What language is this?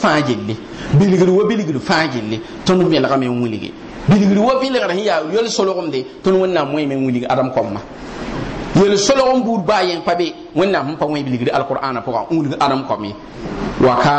Mossi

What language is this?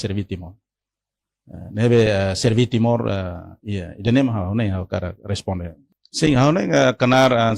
Tetum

